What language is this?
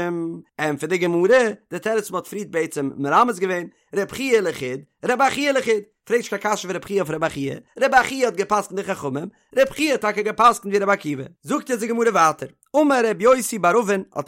Yiddish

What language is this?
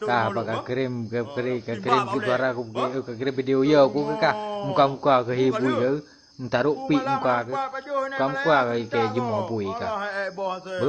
Achinese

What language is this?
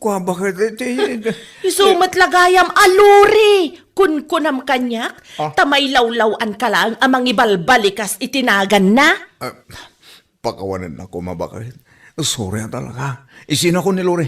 Iloko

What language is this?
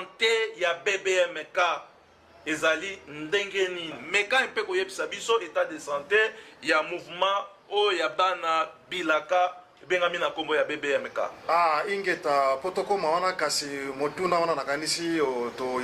Lingala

